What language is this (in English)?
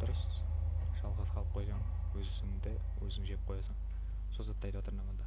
Kara-Kalpak